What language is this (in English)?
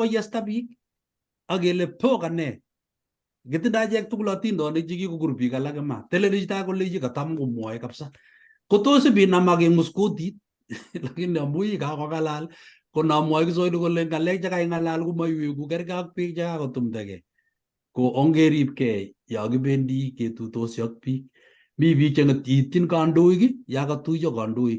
Kalenjin